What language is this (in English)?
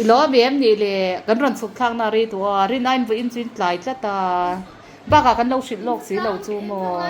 Mizo